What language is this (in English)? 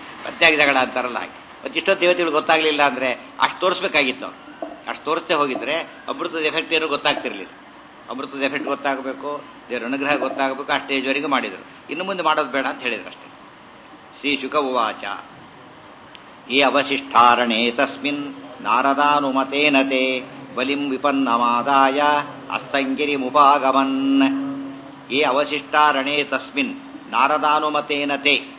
Kannada